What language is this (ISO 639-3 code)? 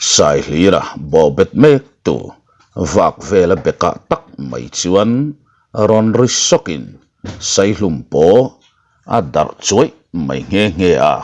lus